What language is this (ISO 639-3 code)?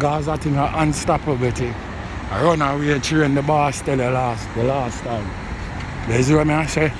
jam